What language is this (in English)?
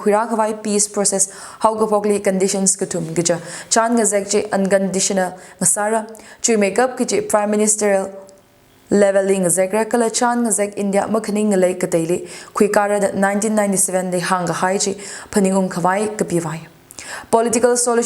Tangkhul Naga (India)